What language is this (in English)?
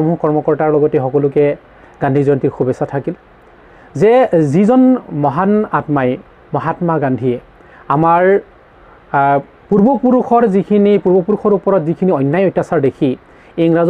Assamese